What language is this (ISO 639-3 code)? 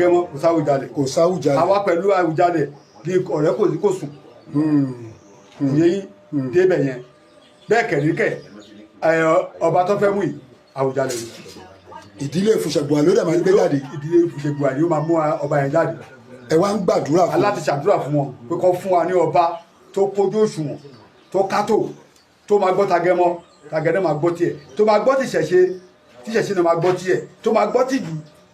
yor